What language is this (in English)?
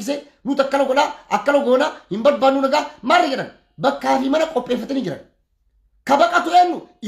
Oromo